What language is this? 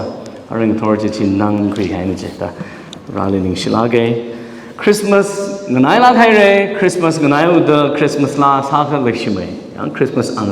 Tangkhul Naga (India)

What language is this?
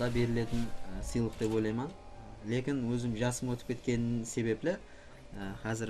Kara-Kalpak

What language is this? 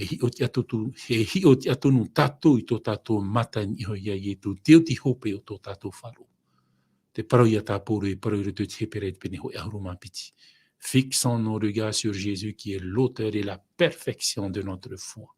Tahitian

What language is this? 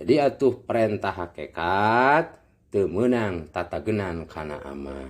Sundanese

